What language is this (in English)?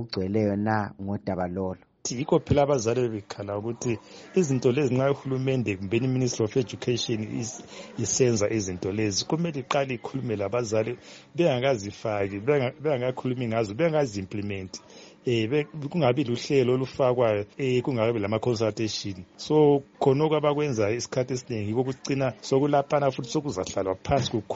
North Ndebele